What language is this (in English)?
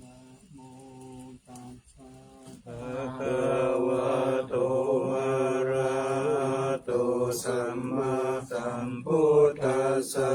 Pali